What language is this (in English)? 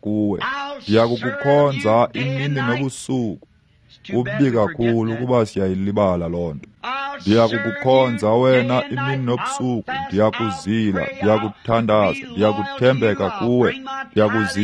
Xhosa